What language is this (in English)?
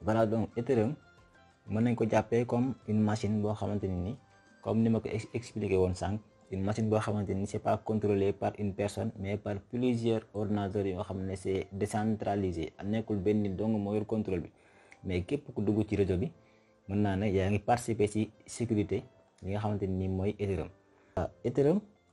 Wolof